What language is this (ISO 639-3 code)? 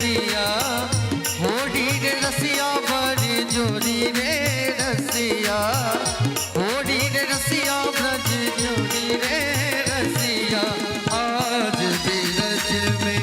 mai